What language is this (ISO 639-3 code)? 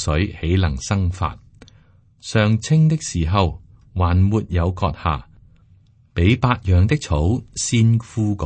yue